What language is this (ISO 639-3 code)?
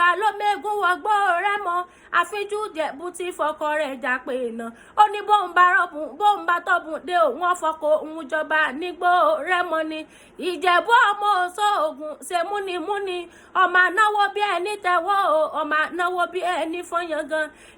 yor